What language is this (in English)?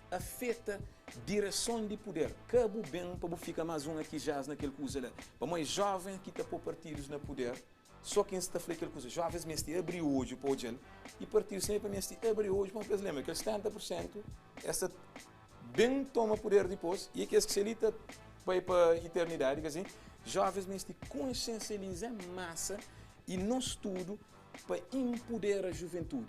Kabuverdianu